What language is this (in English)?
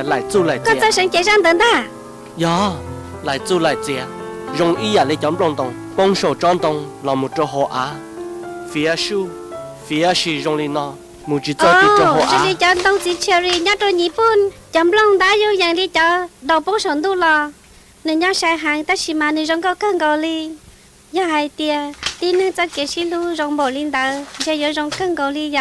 Hmong